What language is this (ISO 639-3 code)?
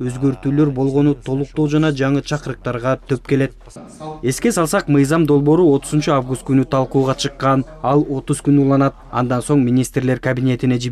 kir